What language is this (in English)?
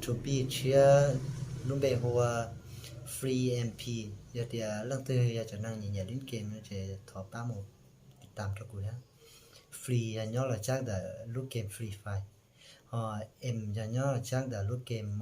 Hmong